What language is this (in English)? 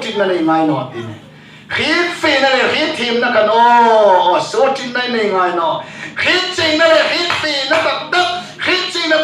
Hmar